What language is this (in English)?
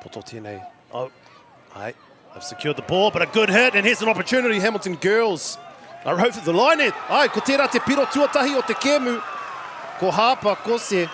Māori